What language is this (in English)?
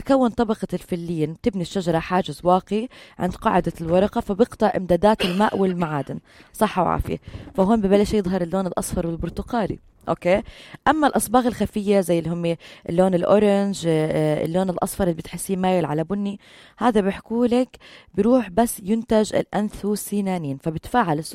North Levantine Arabic